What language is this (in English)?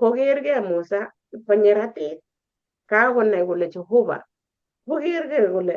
Kalenjin